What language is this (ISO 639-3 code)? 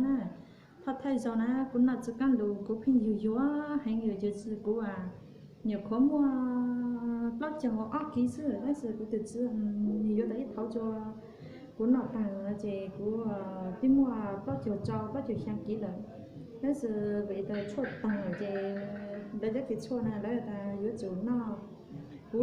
hmn